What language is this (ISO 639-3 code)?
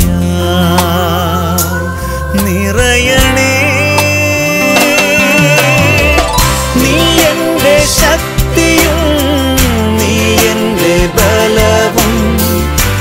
mal